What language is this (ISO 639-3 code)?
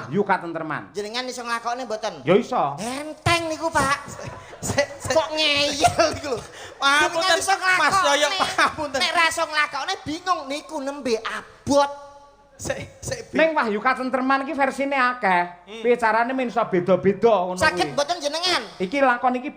jav